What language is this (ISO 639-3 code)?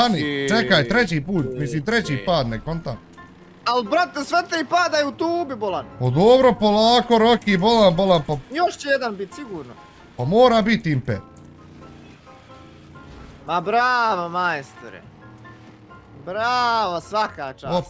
bos